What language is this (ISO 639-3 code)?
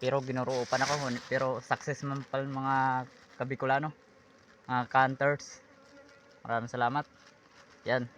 bik